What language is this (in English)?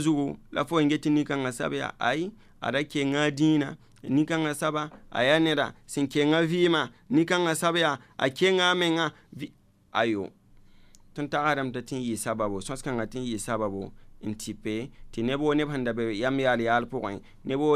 Mossi